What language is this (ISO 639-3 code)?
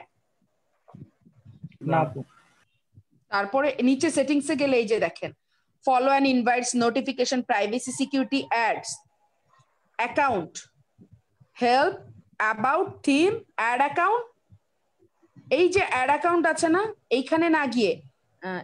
ben